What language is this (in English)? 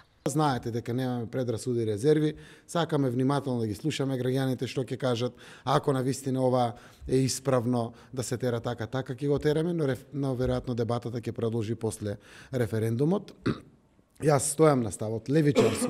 Macedonian